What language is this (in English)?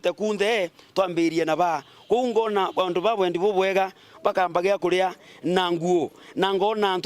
Meru